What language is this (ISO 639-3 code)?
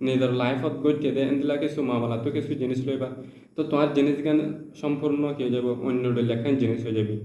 rhg